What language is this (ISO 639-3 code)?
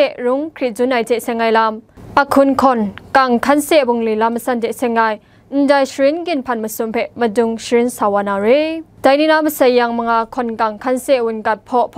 kac